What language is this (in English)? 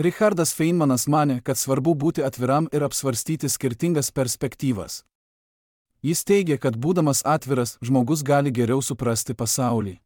Lithuanian